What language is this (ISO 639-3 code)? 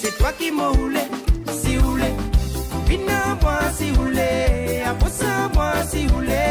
mfe